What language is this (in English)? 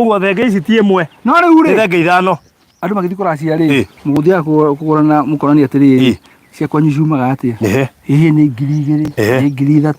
Kikuyu